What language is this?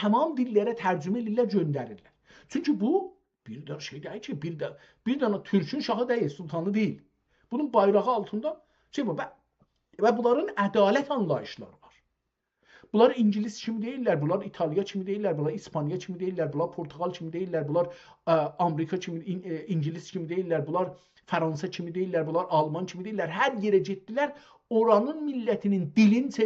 South Azerbaijani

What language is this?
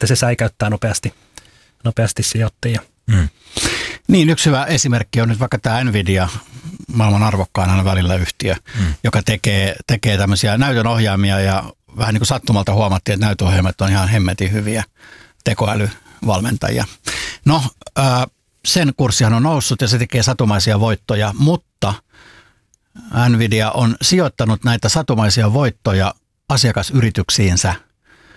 Finnish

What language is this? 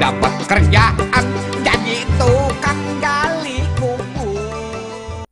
Betawi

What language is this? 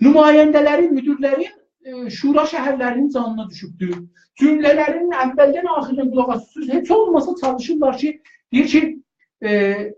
South Azerbaijani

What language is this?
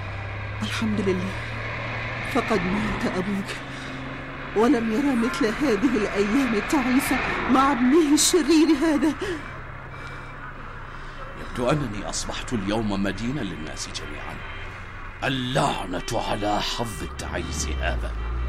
Arabic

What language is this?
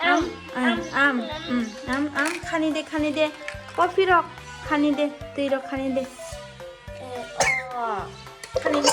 Kok Borok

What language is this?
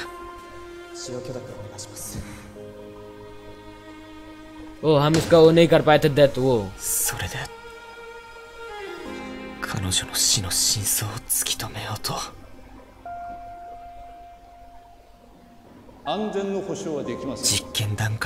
Japanese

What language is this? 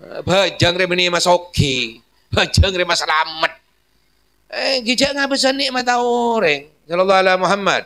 Madurese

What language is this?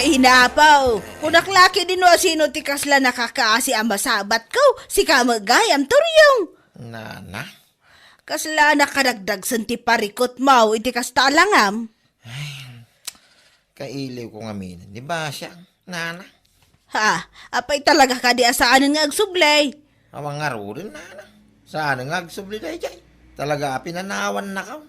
Iloko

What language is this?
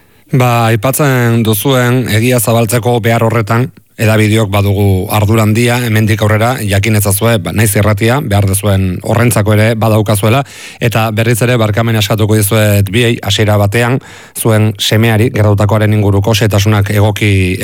Basque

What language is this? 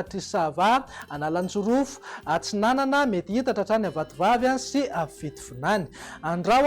Malagasy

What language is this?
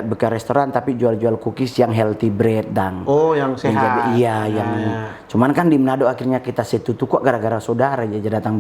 Manado Malay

